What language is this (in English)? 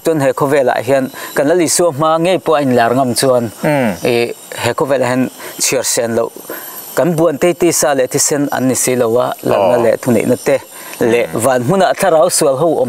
Mizo